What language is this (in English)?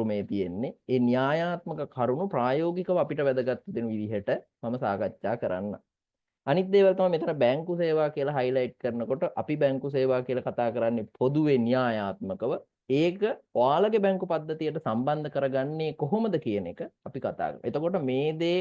Sinhala